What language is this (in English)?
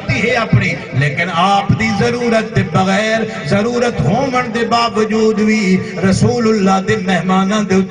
Saraiki